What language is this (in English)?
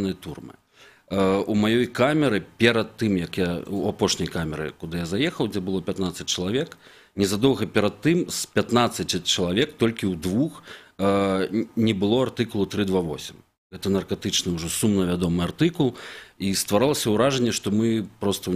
Belarusian